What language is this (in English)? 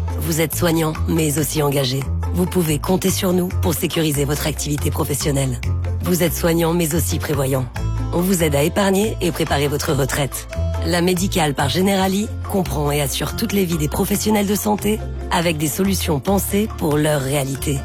French